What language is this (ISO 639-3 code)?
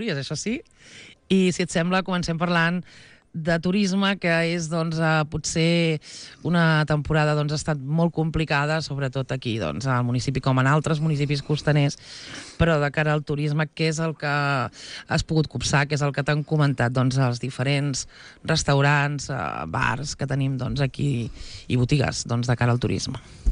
cat